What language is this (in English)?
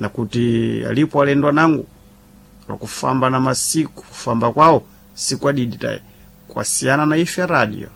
Sena